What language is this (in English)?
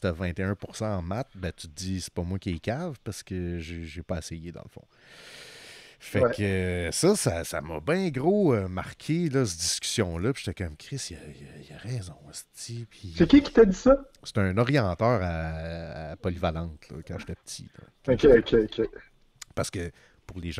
French